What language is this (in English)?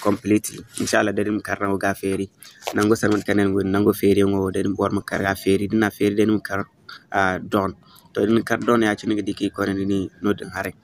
Zarma